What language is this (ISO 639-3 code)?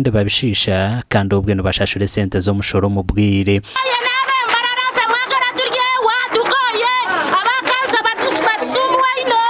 nyn